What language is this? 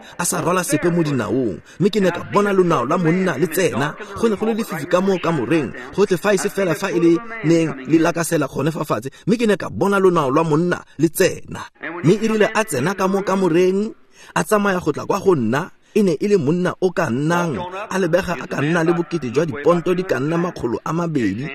Tswana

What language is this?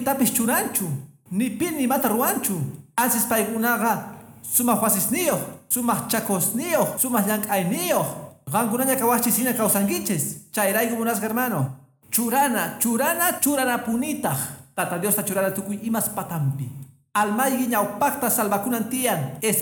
Quechua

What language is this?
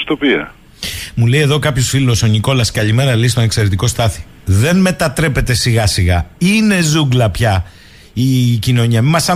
Greek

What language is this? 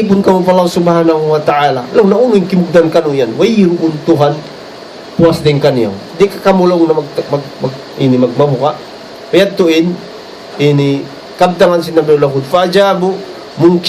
Tausug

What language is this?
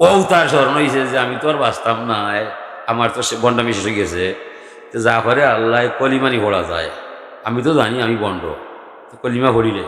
Sylheti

